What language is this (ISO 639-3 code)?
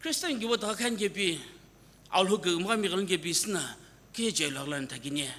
nsm